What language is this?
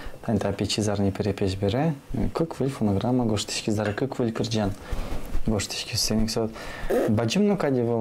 Udmurt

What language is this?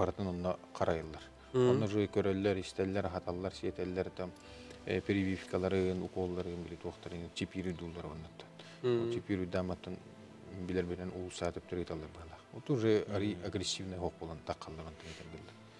Yakut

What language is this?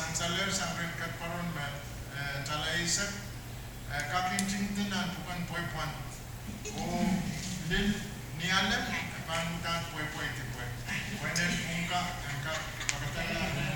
Pohnpeian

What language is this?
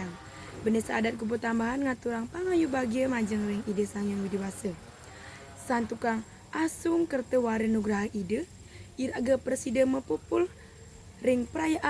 Balinese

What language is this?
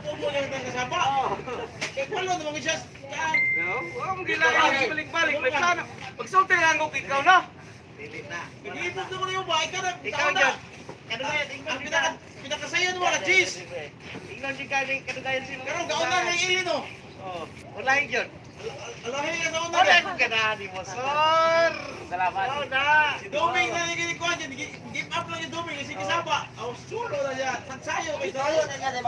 Cebuano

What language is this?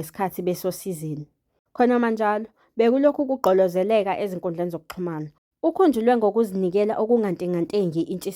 Zulu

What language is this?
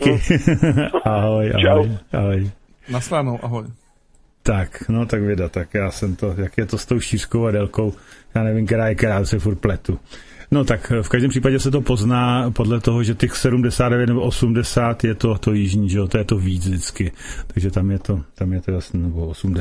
Czech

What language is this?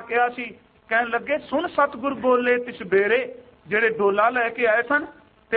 Punjabi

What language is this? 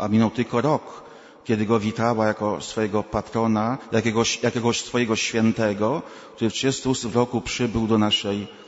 Polish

